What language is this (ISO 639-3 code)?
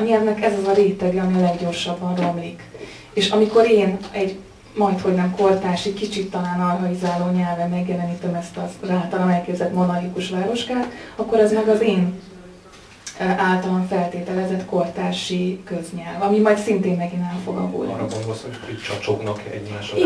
hun